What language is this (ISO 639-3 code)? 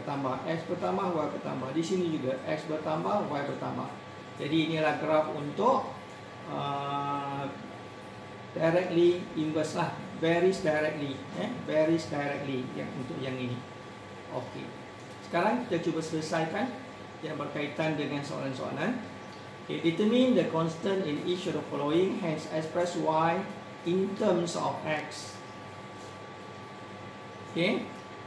msa